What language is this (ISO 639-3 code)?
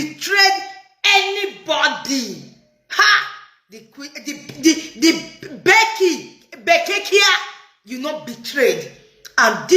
pcm